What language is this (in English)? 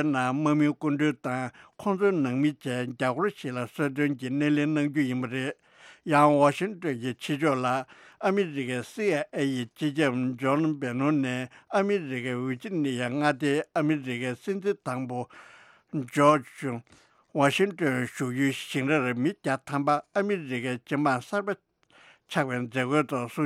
Tibetan